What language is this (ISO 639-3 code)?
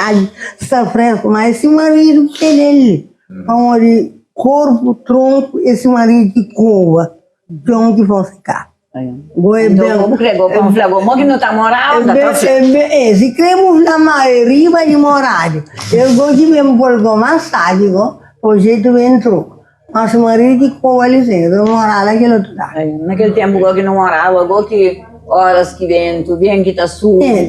kea